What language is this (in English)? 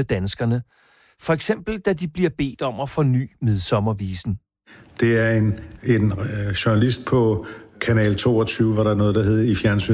Danish